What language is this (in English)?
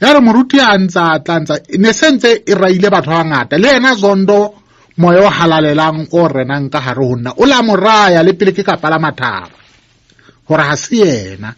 Southern Sotho